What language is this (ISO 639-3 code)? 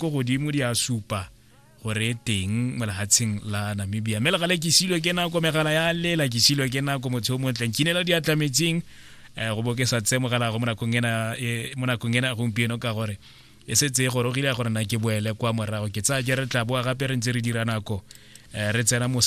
tsn